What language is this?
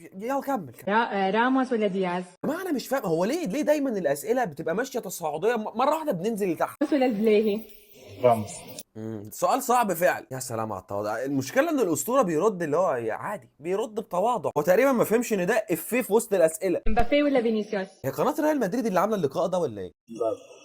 Egyptian Arabic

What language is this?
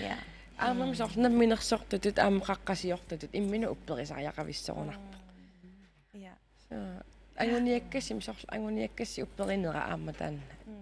Kalaallisut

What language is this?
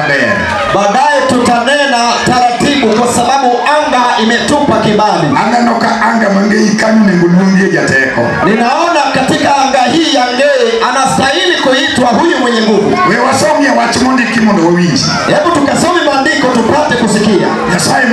Luo (Kenya and Tanzania)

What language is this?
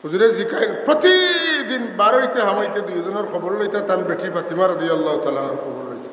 Sylheti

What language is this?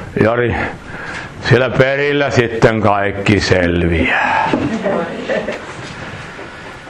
Finnish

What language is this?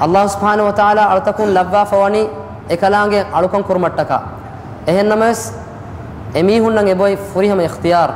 Divehi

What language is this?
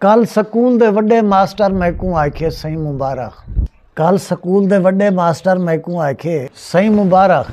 Saraiki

